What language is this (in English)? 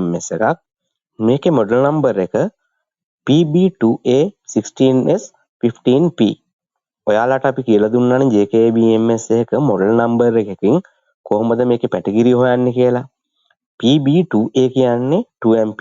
Sinhala